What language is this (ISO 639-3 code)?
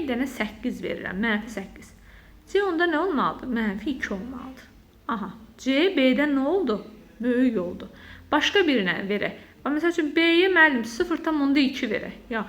aze